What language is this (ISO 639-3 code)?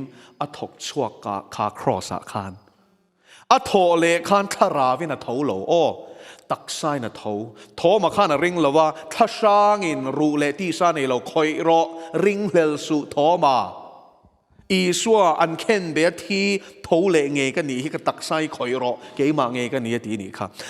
lus